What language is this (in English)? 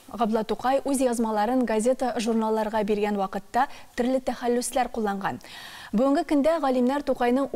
Tatar